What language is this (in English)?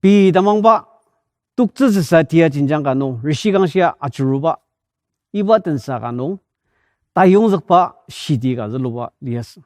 Ao Naga